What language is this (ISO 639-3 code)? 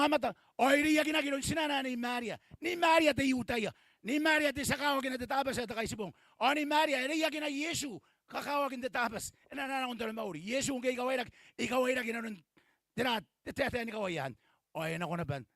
gil